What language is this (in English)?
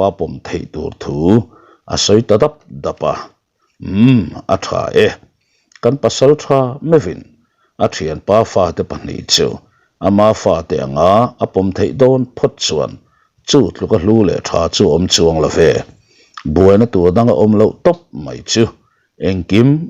Mizo